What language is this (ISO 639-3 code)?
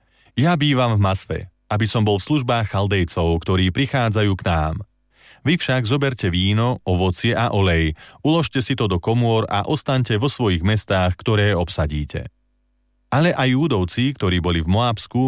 slk